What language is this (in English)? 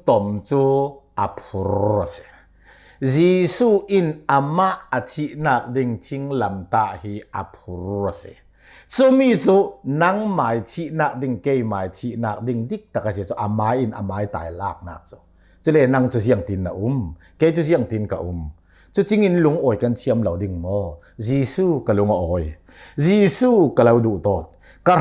Hakha Chin